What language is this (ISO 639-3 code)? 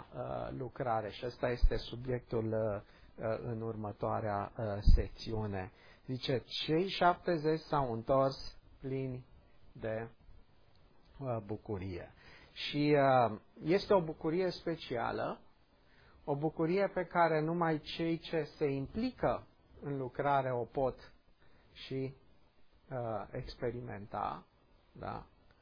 ron